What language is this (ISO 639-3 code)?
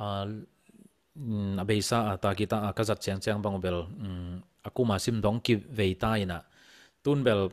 ctd